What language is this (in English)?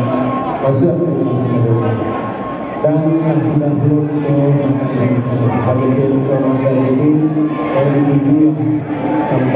Minangkabau